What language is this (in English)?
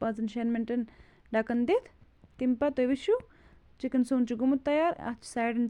Kashmiri